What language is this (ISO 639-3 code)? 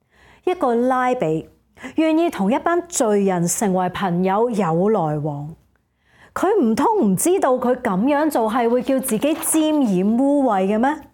yue